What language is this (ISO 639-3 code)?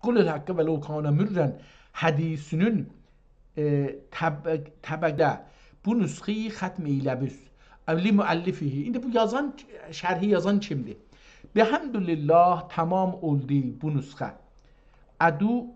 azb